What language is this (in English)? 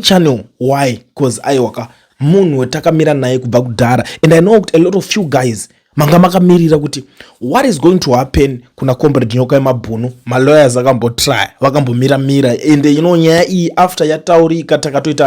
Shona